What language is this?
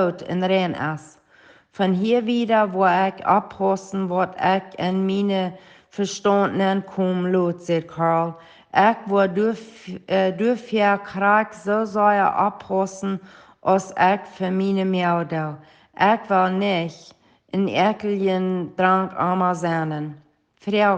Plautdietsch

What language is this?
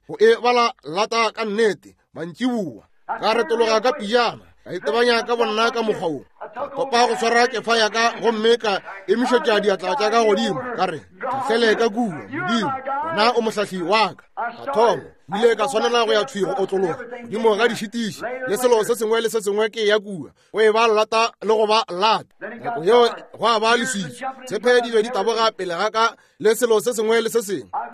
Northern Sotho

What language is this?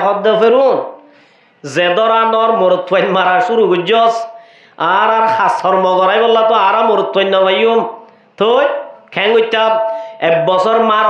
Rohingya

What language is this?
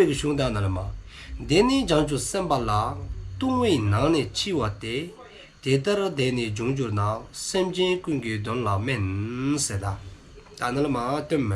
Dzongkha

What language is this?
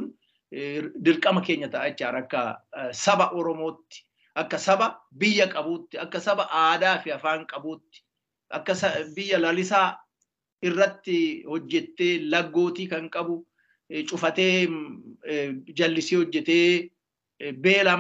Oromo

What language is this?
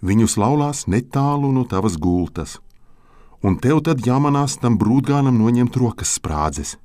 Latvian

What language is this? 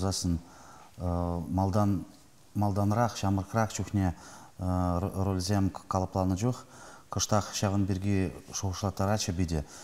Chuvash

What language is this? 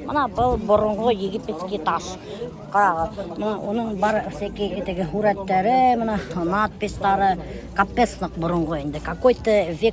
Bashkir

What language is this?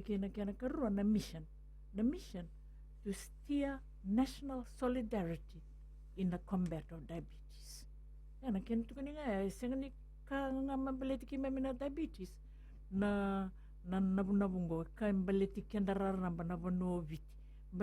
Fijian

